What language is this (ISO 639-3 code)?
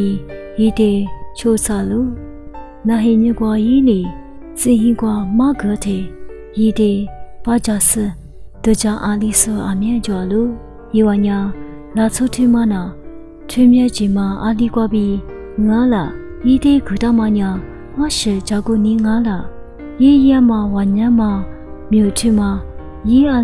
lis